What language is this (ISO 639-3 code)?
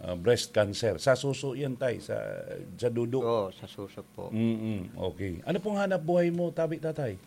bik